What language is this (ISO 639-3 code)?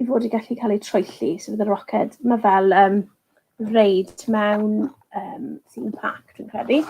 cym